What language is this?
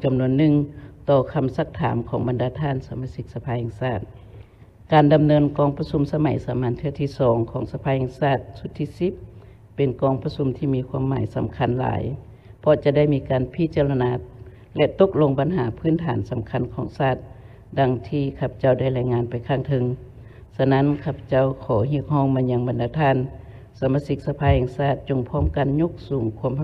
Lao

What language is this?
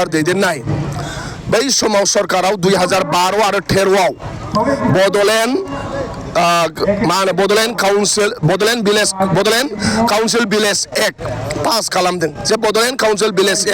Bodo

